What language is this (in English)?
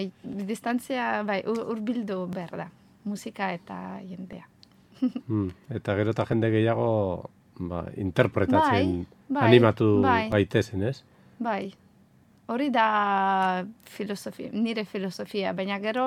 Basque